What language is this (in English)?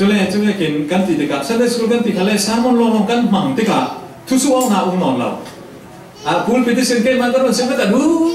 Falam Chin